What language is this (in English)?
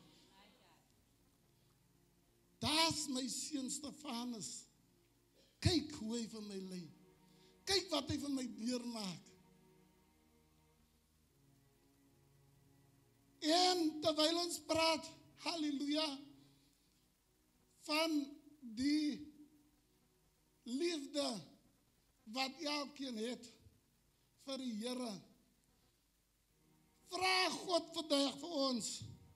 Afrikaans